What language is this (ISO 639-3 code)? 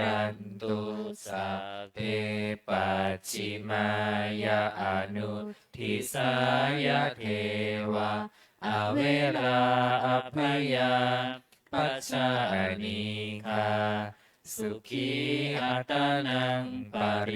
pli